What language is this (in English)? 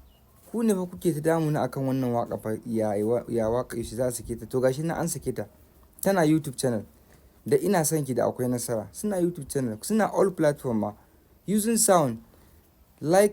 Hausa